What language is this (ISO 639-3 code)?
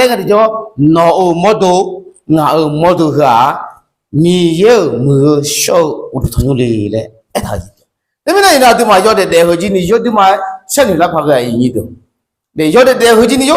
ahk